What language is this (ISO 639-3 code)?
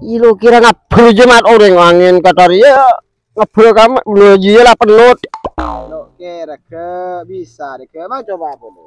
mad